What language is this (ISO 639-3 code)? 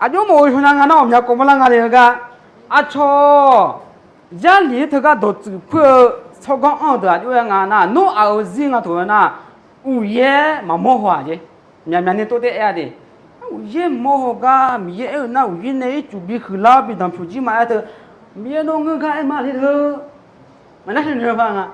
ahk